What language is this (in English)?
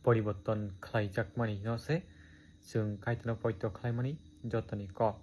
Kok Borok